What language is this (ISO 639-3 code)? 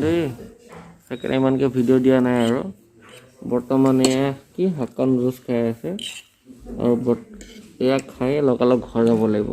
asm